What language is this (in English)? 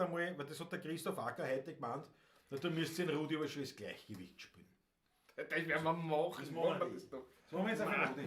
Bavarian